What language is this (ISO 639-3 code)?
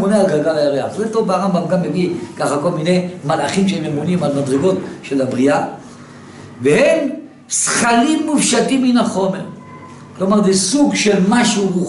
heb